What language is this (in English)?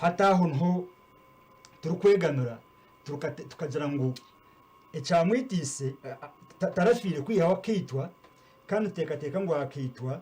Nyankole